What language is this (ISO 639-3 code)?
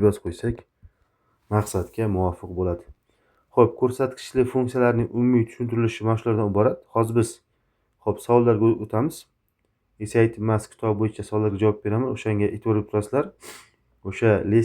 uzb